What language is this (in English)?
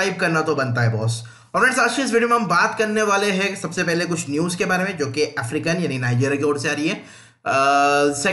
Hindi